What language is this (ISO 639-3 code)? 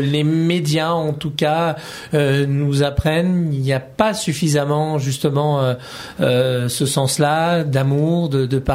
fra